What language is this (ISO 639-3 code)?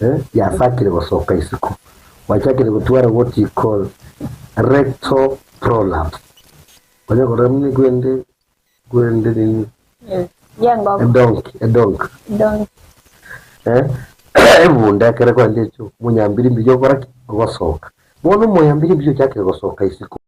guz